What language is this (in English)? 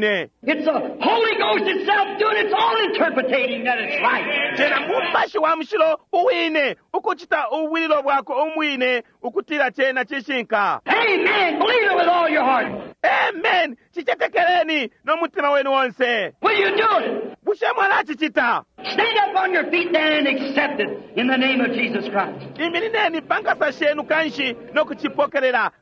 Bemba